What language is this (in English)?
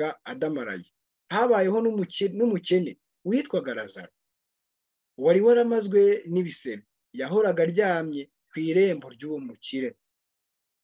Kinyarwanda